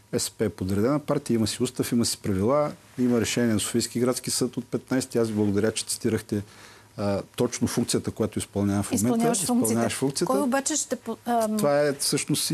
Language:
Bulgarian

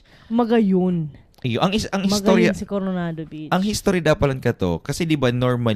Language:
Bikol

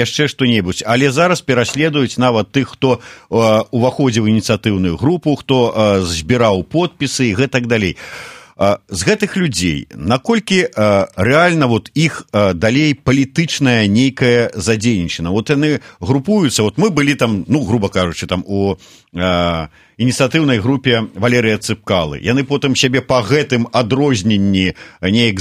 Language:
Belarusian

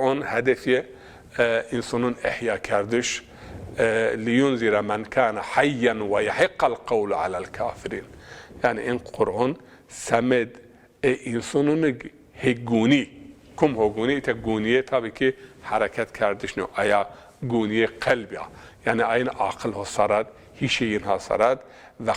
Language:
Zaza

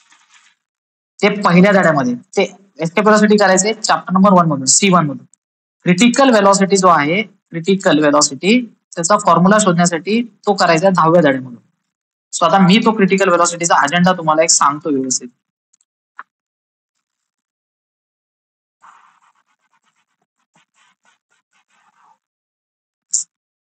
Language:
Marathi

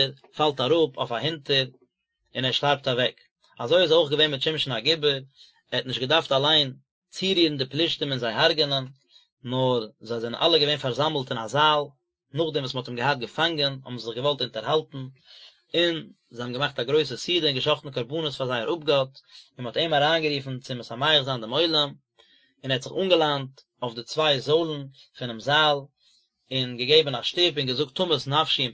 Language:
Yiddish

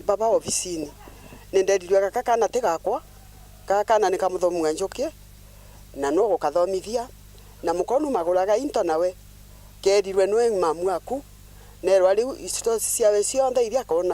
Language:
Meru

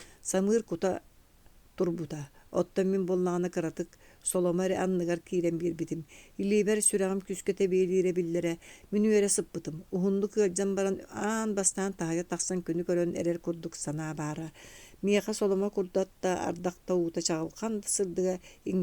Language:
Yakut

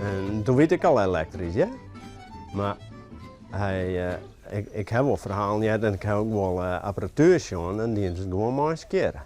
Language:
Western Frisian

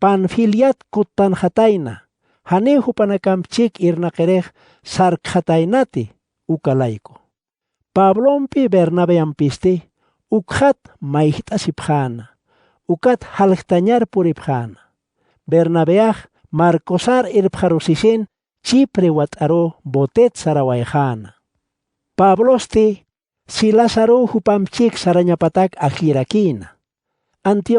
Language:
Aymara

